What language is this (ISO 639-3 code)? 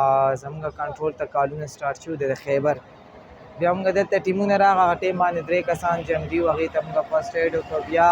pus